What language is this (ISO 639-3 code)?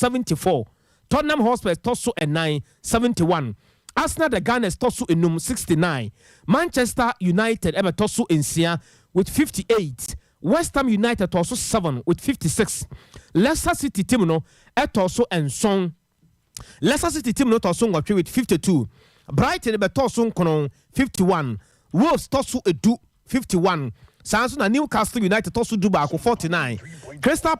aka